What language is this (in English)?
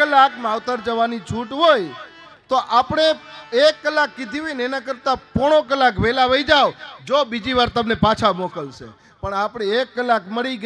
Gujarati